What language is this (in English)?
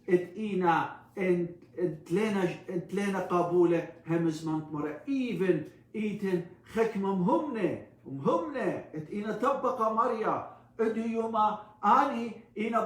Assyrian Neo-Aramaic